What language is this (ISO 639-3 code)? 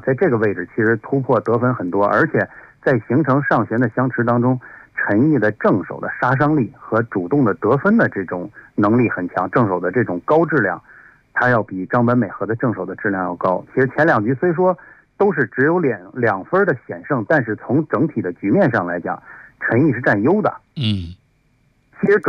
zho